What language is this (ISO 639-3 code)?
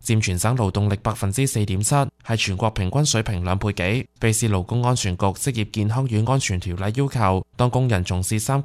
yue